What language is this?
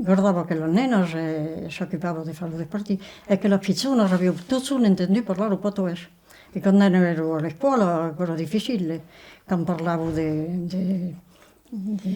Occitan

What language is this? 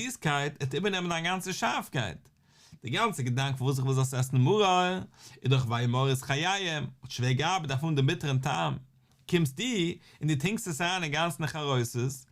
Yiddish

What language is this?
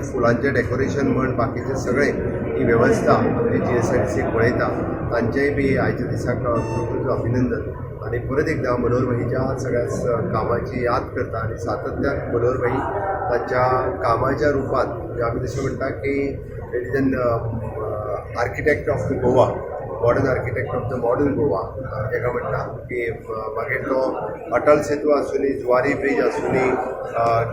Konkani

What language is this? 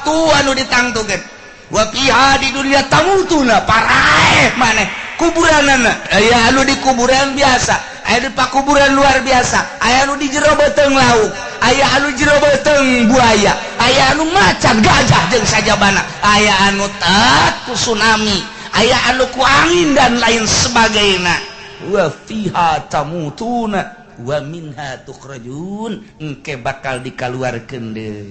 Sundanese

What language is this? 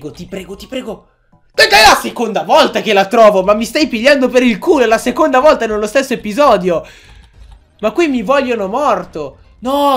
Italian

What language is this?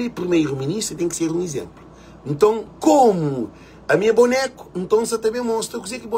Kabuverdianu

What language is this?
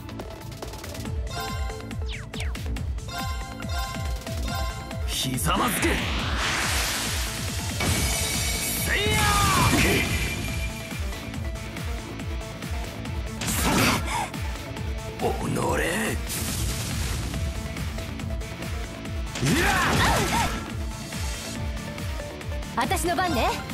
Japanese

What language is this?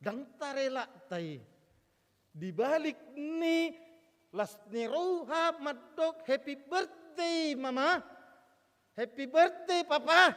Batak Toba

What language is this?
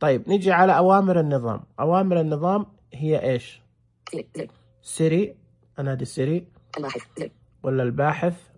Najdi Arabic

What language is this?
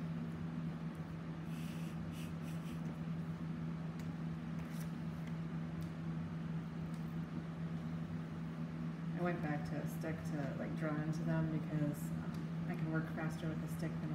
English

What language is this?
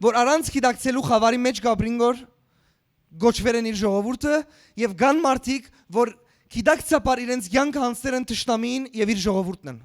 Western Armenian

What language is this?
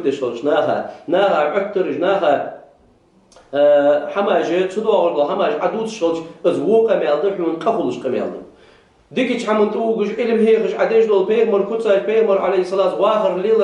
Ingush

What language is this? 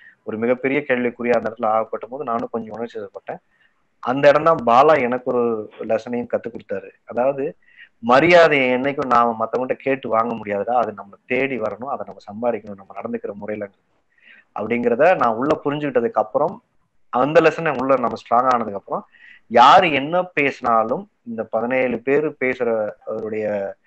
Tamil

